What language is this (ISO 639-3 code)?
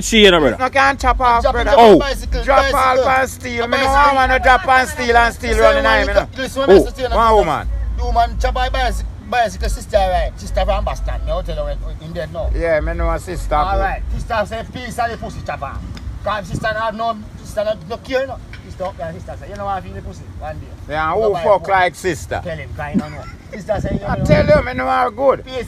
jam